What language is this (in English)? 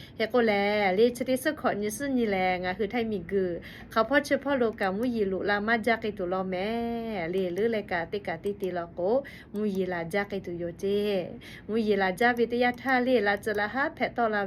Lahu